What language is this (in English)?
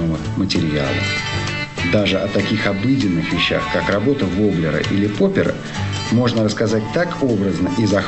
Russian